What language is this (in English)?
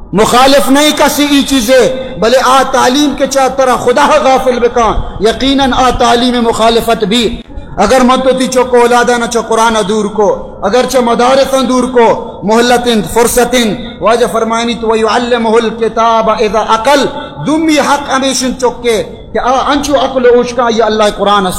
Baluchi